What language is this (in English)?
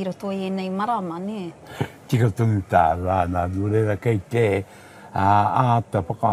Māori